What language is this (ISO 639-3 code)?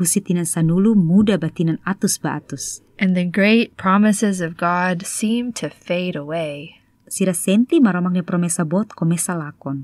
tet